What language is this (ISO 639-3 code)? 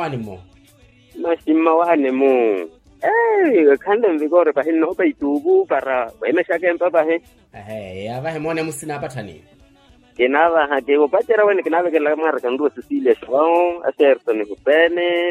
vmw